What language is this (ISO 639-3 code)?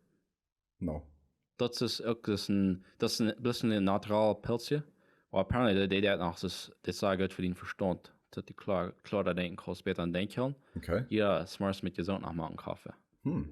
pdt